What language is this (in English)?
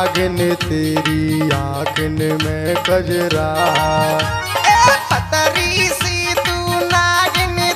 Bhojpuri